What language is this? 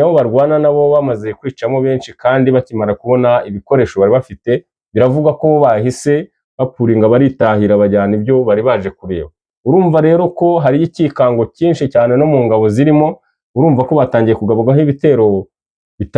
Kinyarwanda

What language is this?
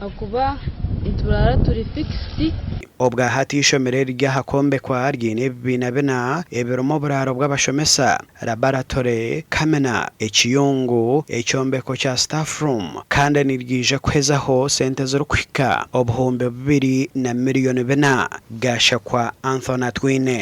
Nyankole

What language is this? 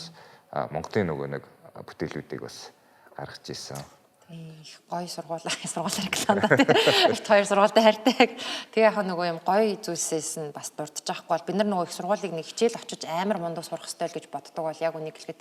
Mongolian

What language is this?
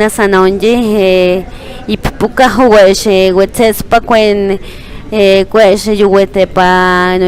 Páez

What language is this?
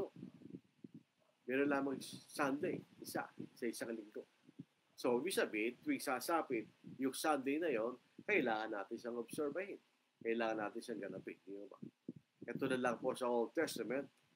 Filipino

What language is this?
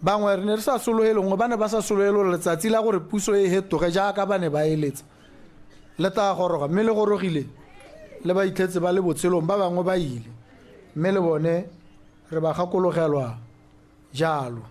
Tswana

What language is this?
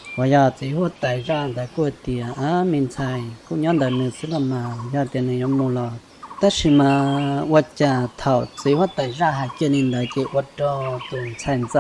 Hmong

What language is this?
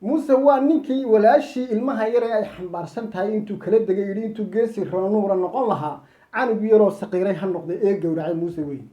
Somali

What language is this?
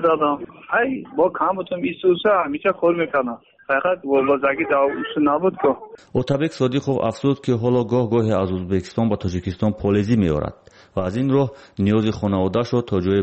Persian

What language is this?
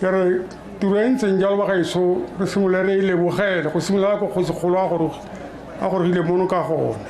Tswana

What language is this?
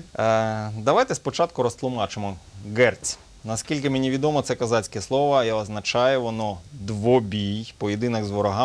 Ukrainian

